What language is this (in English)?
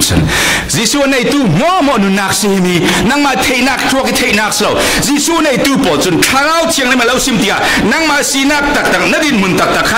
Falam Chin